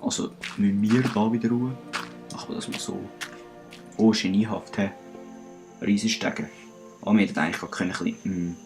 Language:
Swiss German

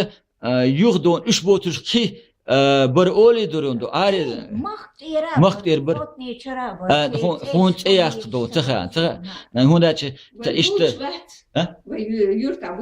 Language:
Chechen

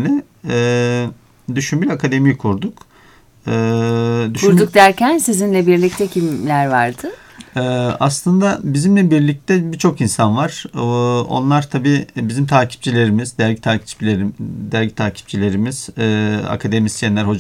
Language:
Turkish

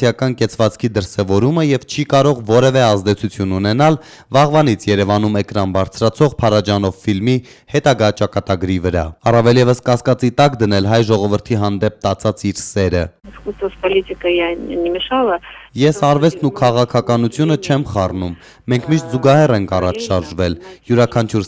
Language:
Armenian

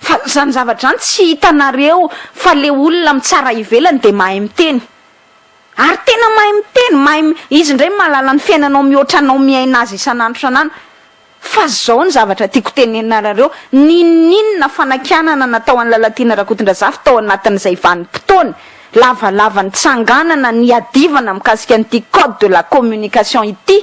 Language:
Malagasy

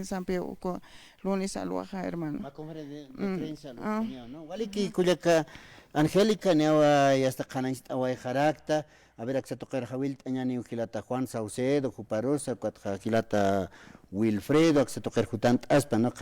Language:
Aymara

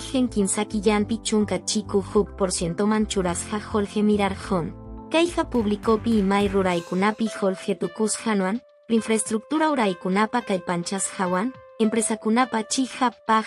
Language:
Quechua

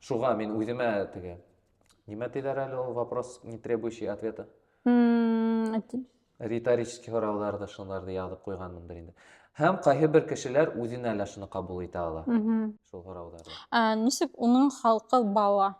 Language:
Bashkir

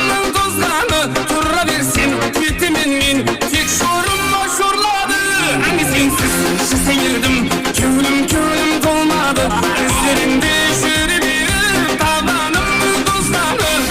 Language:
Kara-Kalpak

